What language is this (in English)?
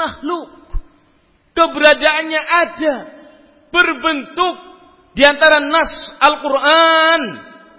Indonesian